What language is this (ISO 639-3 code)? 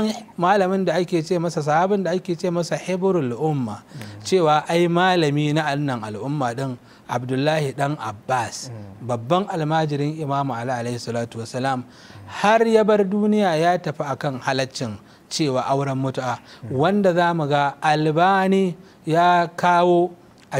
hau